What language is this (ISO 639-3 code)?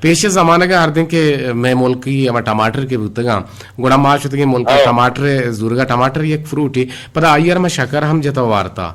bgp